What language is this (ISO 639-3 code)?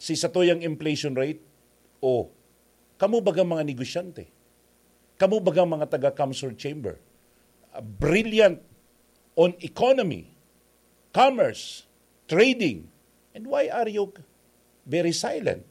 bik